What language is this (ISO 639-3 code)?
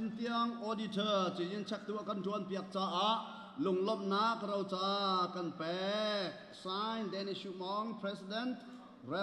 cnh